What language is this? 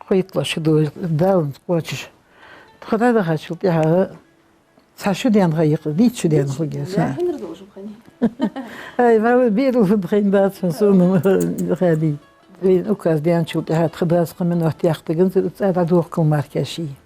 Ingush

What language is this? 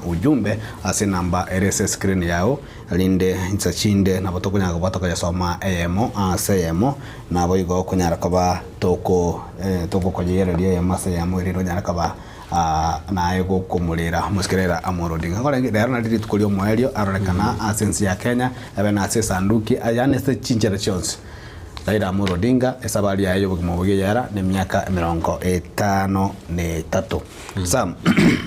Gusii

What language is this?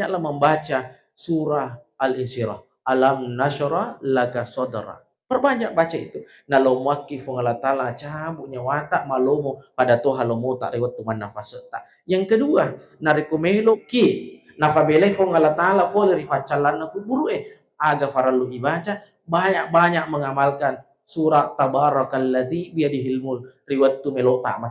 Buginese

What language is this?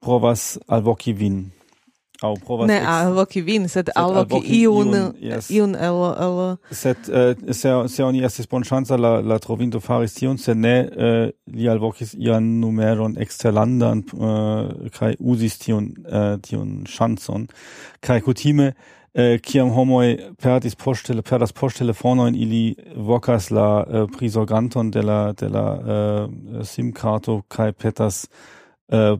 Esperanto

